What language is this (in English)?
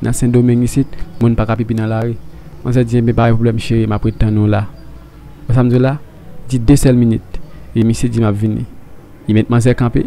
Haitian Creole